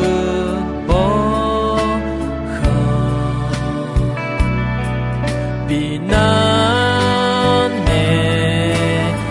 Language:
Akha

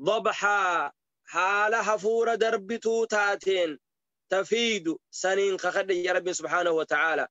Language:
Oromo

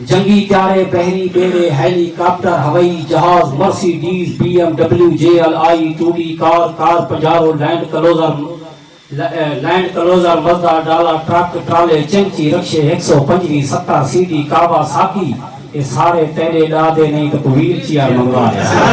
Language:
Saraiki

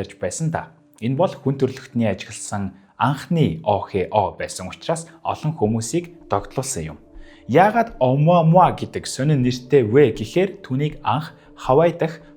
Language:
Mongolian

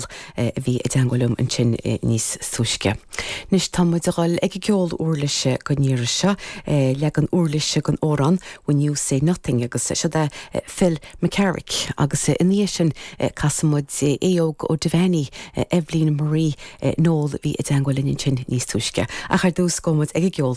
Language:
Irish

